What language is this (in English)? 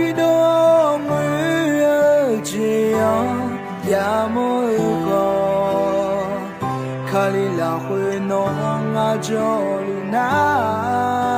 Akha